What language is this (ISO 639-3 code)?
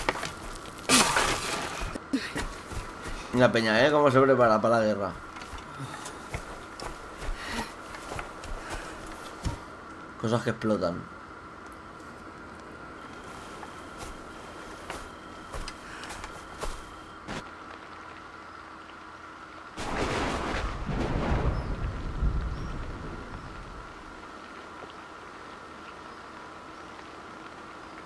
spa